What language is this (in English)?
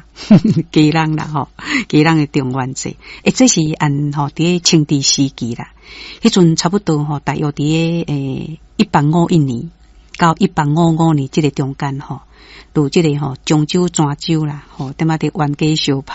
Min Nan Chinese